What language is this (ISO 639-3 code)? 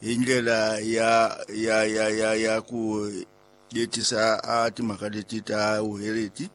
tso